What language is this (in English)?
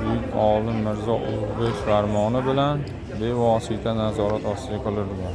Uzbek